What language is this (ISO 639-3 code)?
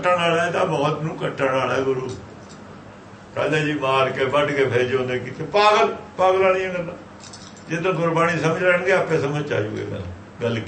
pan